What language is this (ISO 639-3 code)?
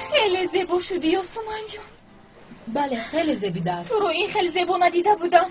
tgk